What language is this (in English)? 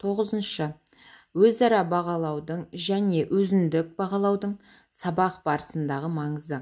Kazakh